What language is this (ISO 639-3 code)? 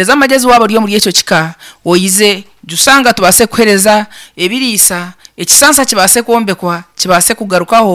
nyn